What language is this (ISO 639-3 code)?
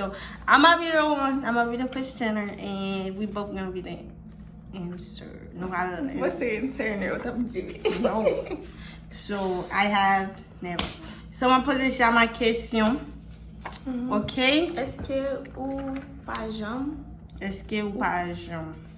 hat